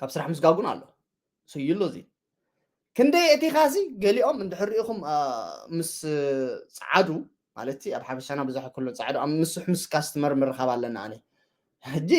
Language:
Tigrinya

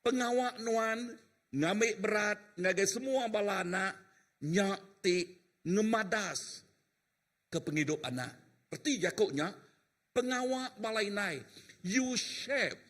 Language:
Iban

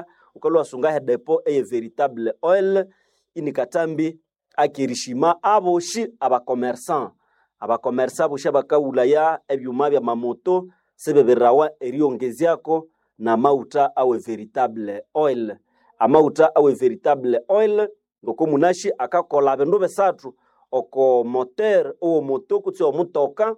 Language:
Nande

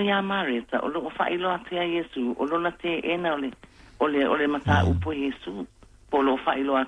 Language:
Samoan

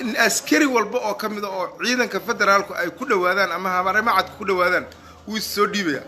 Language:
Somali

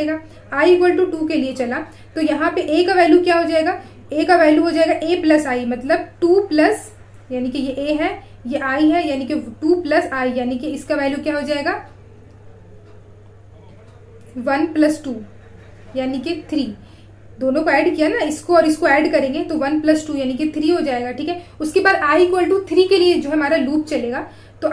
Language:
Hindi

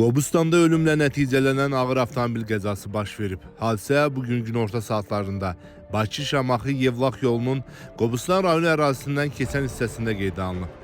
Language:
Azerbaijani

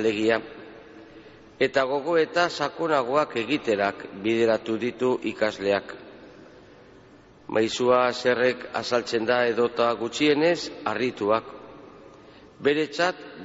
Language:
Basque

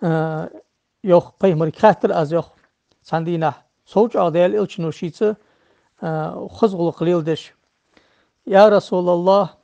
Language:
Ingush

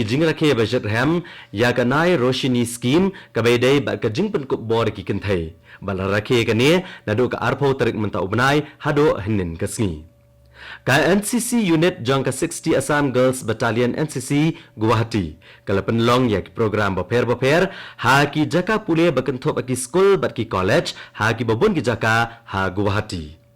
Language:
Khasi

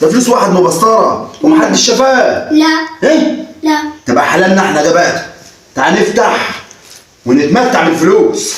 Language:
Egyptian Arabic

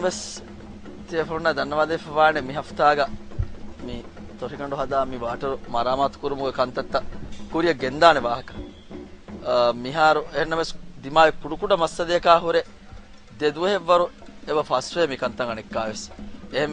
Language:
Divehi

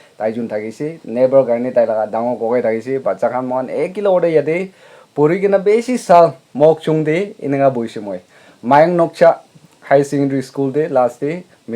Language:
Naga Pidgin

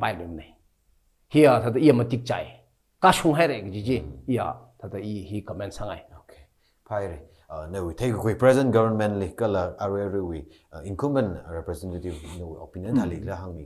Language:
Tangkhul Naga (India)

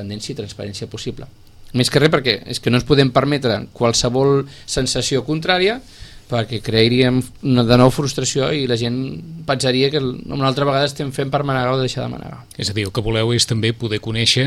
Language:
Catalan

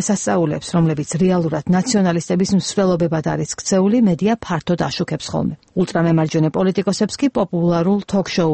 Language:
Georgian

